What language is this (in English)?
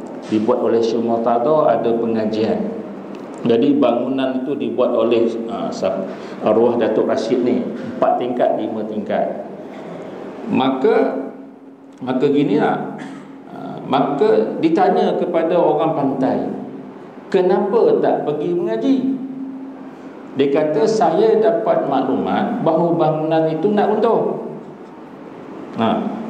Malay